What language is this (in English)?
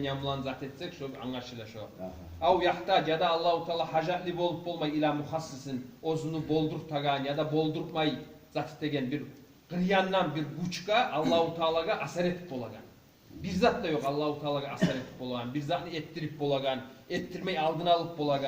Kumyk